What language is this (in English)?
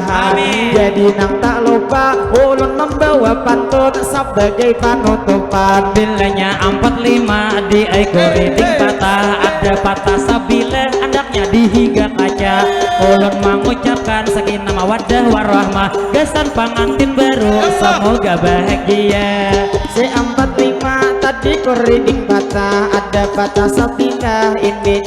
Banjar